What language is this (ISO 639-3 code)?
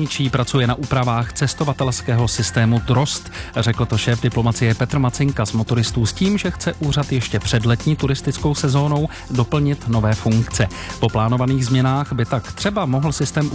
ces